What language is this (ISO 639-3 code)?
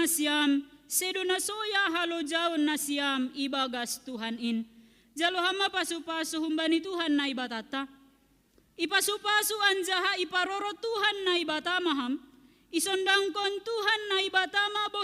bts